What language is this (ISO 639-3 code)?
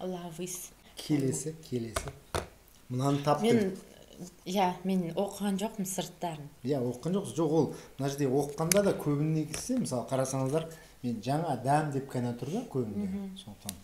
kaz